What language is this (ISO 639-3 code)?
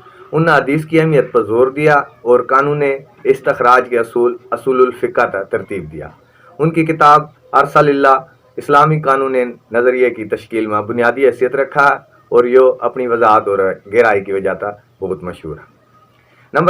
bgc